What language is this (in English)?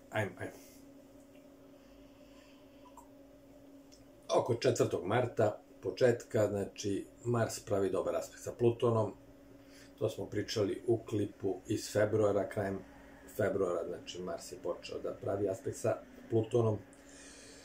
Serbian